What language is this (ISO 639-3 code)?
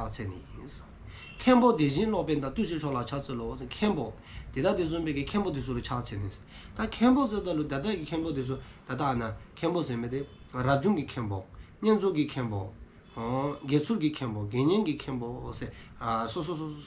dzo